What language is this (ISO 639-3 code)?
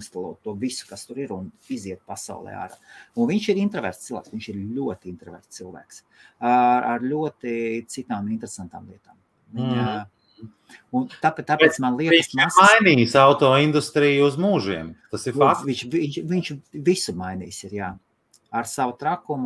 lav